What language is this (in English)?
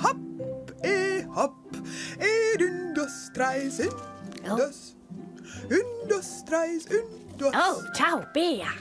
Romansh